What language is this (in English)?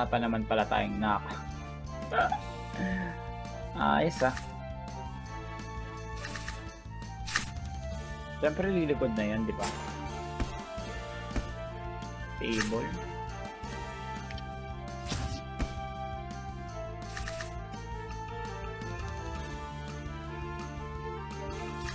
Filipino